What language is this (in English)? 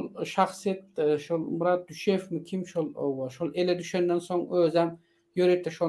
Turkmen